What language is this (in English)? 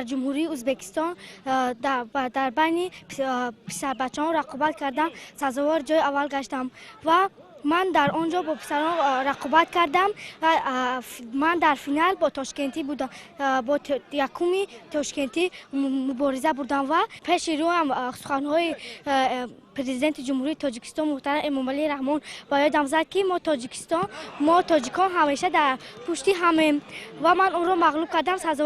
Tajik